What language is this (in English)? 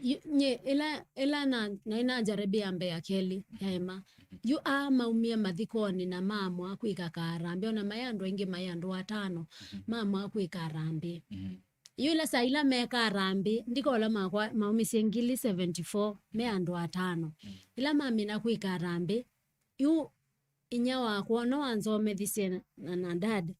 Kamba